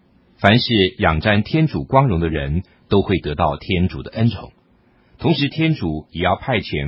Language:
Chinese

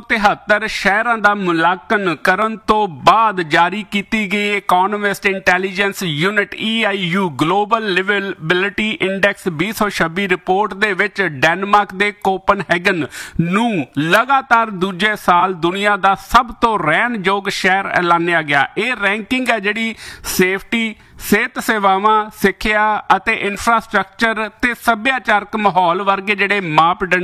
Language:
Punjabi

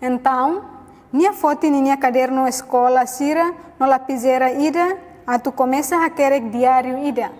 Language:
Tetum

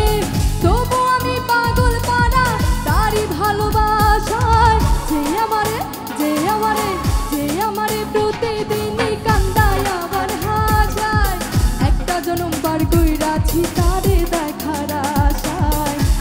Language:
Bangla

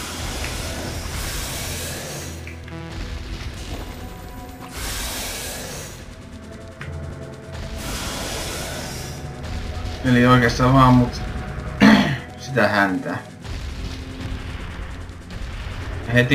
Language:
Finnish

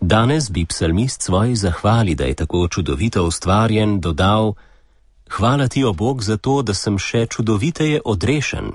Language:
Slovenian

